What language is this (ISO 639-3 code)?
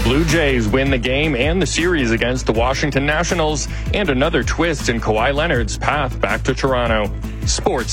eng